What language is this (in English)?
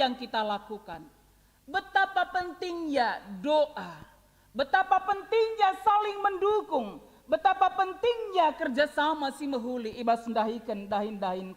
Batak Karo